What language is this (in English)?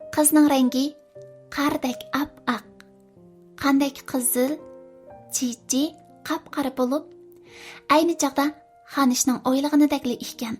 Uyghur